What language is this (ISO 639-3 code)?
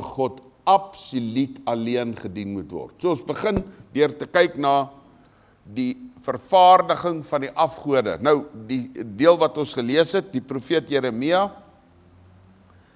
afr